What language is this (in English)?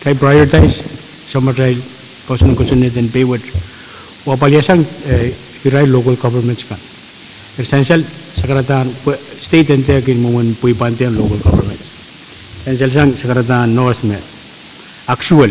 Pohnpeian